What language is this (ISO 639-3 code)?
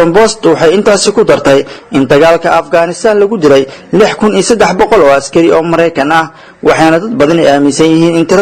som